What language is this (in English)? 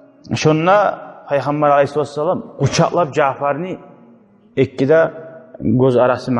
Kumyk